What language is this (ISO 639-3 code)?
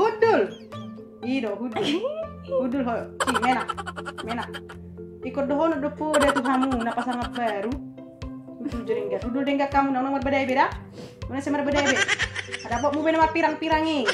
bbc